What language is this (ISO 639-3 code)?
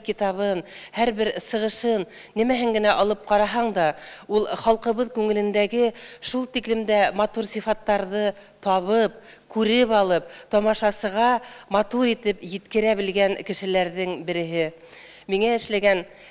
bak